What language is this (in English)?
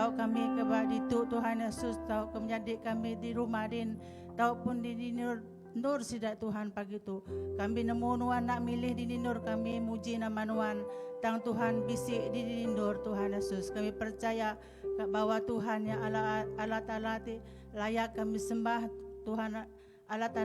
Iban